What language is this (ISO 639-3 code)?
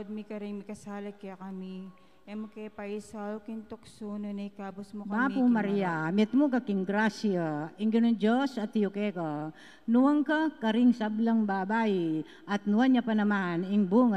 pam